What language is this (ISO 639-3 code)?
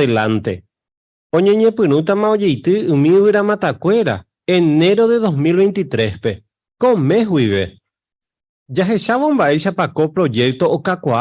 grn